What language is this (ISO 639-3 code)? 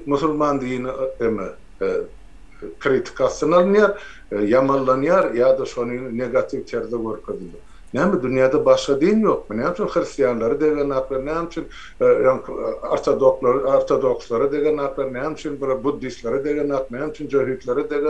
tuk